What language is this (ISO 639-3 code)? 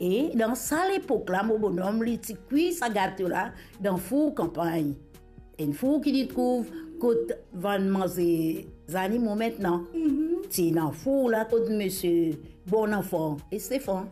mfe